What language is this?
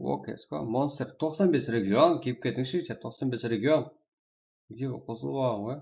Kara-Kalpak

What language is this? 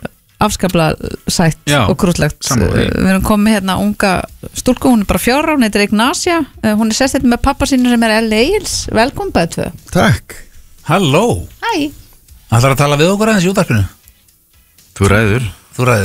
Icelandic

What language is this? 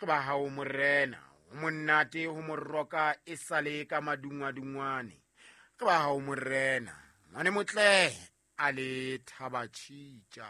Southern Sotho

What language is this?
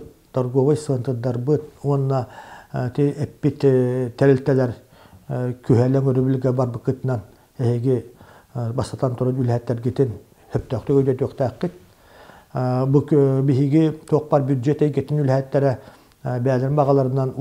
Yakut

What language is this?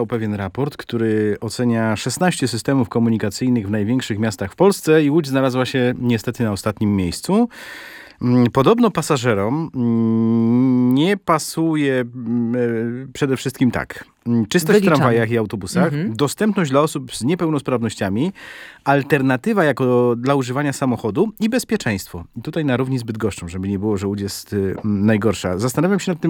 Polish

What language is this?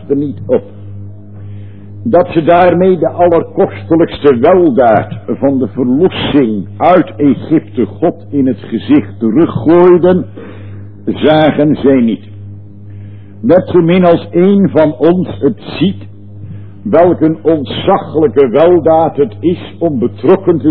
Dutch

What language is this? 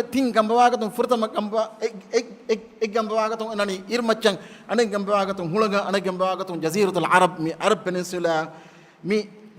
Divehi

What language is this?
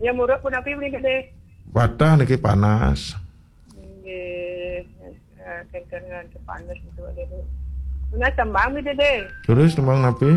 Balinese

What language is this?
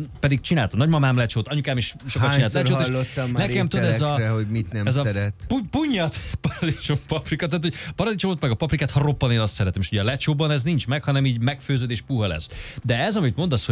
Hungarian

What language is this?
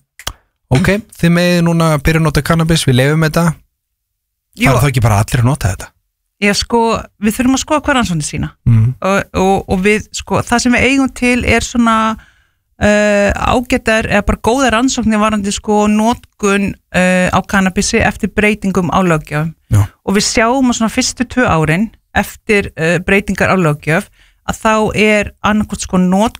Icelandic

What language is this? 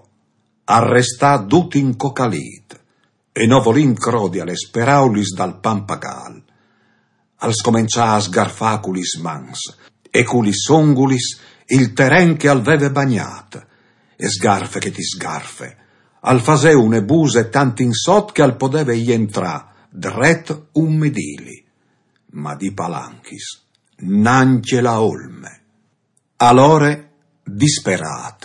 Friulian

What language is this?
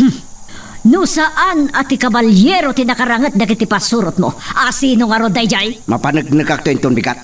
Iloko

